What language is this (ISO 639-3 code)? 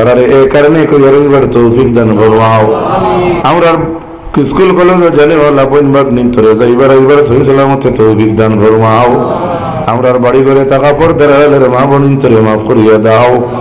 syl